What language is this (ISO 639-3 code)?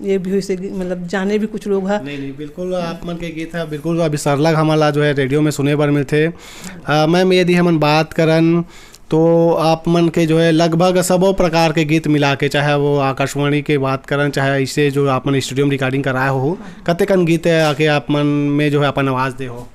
hne